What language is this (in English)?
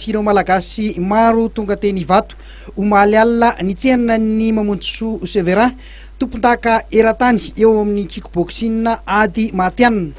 Malagasy